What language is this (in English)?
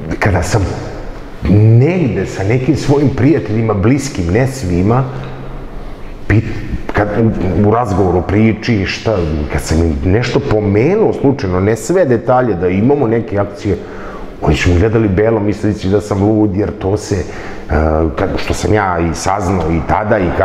Serbian